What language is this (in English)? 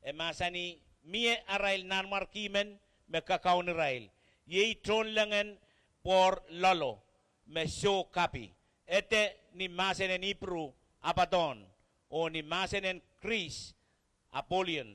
Pohnpeian